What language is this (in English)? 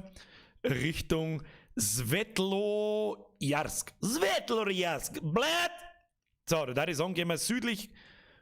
Bavarian